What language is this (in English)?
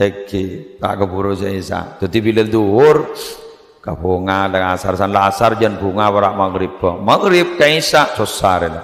Madurese